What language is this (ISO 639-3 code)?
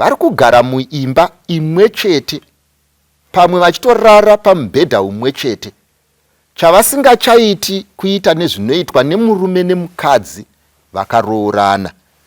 sna